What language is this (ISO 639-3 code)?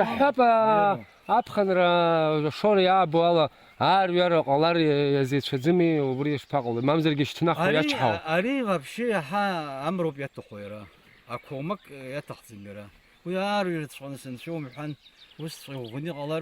abk